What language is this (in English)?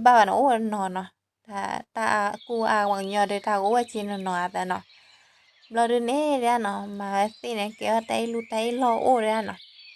S'gaw Karen